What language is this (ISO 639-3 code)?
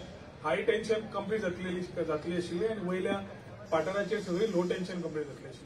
kok